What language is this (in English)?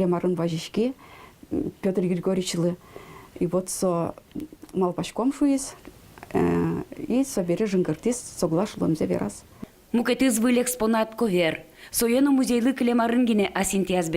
Udmurt